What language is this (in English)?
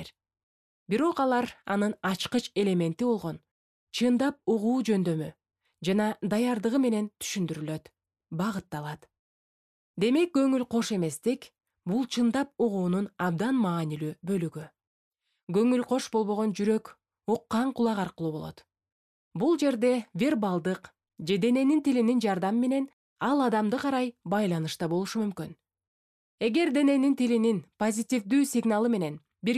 Kyrgyz